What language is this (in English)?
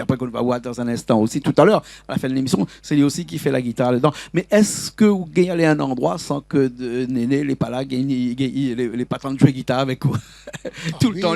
Réunion Creole French